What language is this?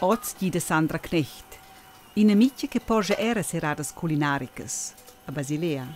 Romansh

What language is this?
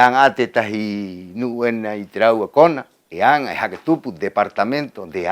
Rapanui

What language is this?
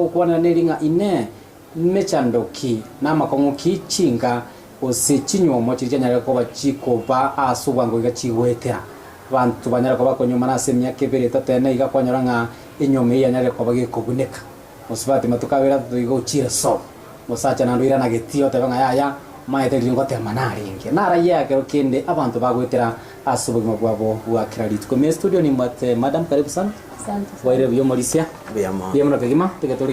Gusii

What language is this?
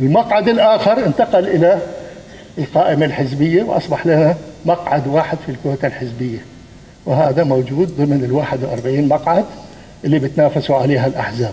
North Levantine Arabic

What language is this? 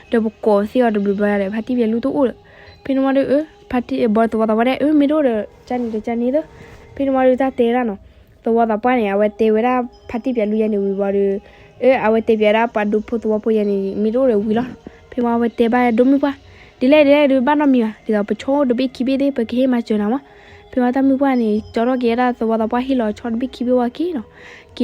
S'gaw Karen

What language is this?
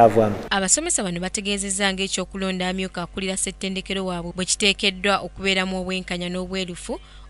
Ganda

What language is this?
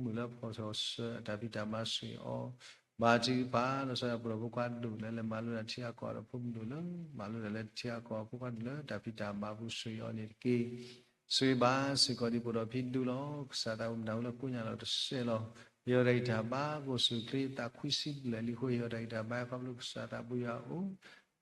S'gaw Karen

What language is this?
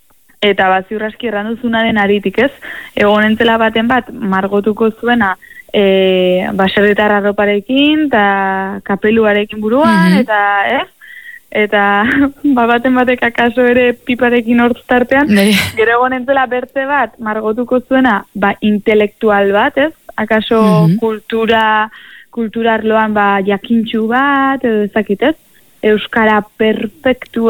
Basque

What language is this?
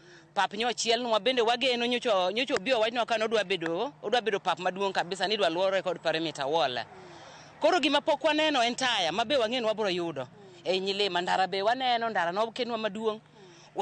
Luo (Kenya and Tanzania)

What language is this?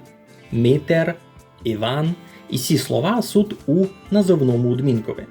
Rusyn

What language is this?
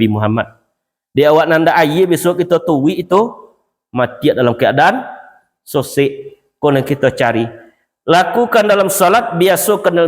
Minangkabau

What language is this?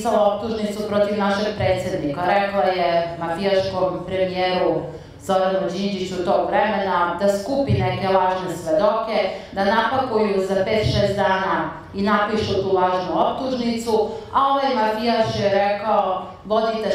Serbian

